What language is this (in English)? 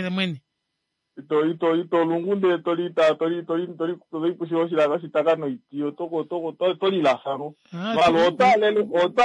Kuanyama